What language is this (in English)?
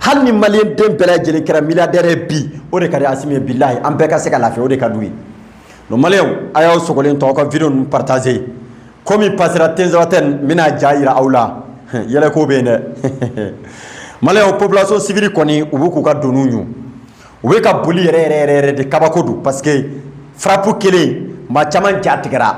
Bambara